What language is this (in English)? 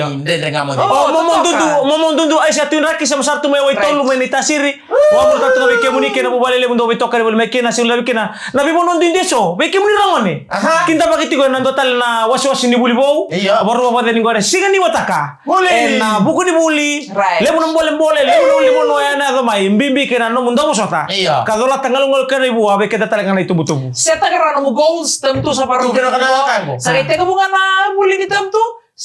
Fijian